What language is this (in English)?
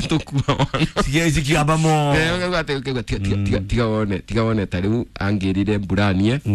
Kikuyu